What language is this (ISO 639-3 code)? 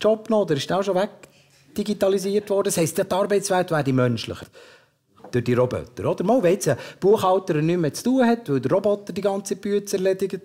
gsw